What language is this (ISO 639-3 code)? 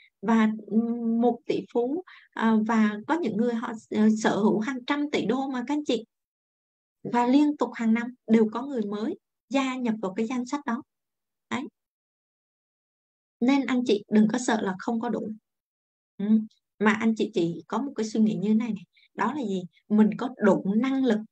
vie